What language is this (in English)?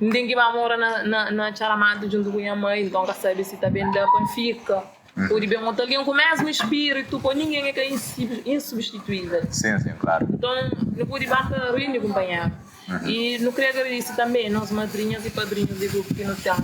Kabuverdianu